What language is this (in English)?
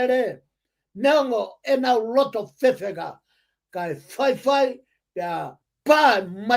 Tongan